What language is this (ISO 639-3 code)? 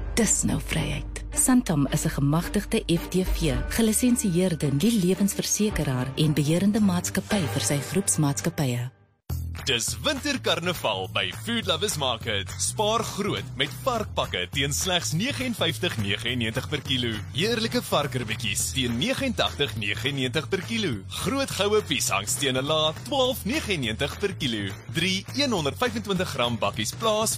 afr